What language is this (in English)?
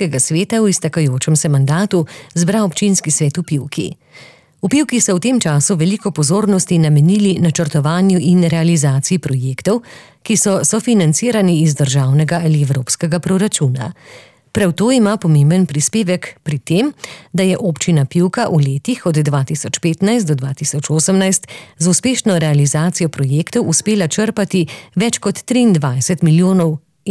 Slovenian